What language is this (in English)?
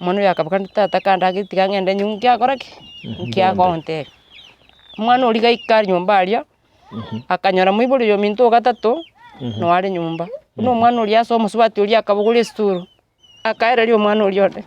Gusii